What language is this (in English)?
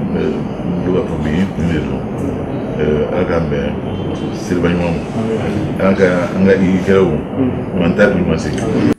Bambara